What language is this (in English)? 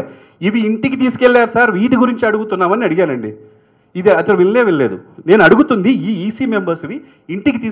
Telugu